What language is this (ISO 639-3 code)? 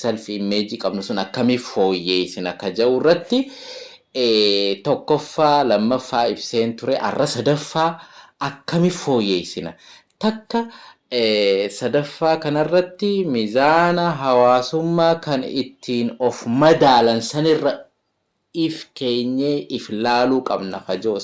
orm